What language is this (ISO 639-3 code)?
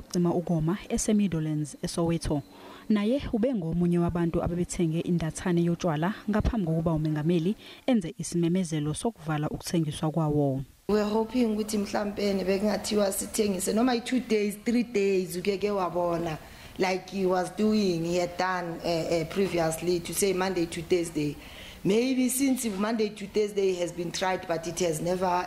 zul